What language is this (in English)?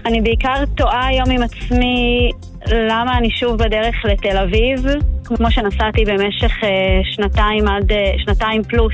Hebrew